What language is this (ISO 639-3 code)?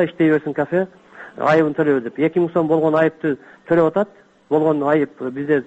kir